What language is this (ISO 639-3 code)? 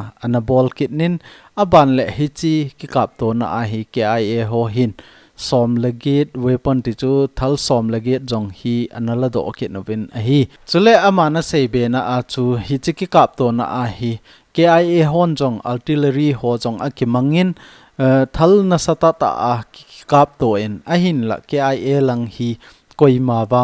tcz